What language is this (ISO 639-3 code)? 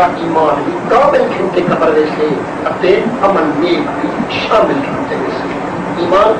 skr